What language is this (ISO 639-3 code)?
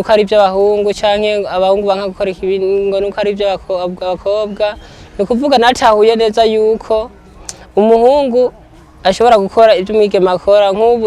run